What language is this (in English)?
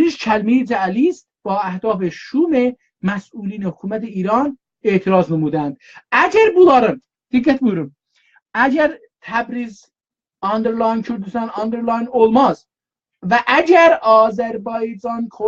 South Azerbaijani